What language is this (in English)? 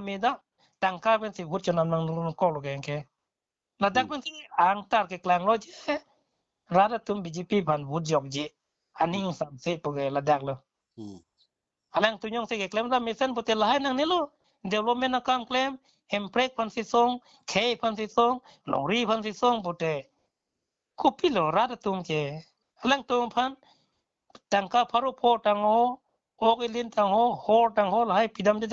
Karbi